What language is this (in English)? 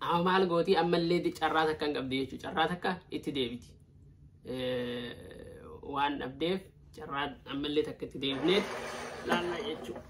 Oromo